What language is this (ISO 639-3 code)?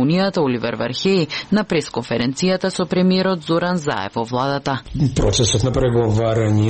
mkd